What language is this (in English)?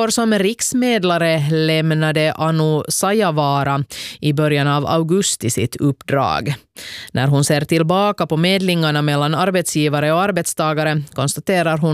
Swedish